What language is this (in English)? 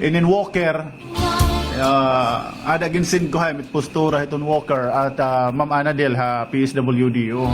Waray